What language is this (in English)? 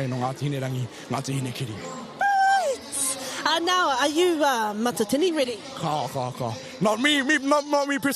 Māori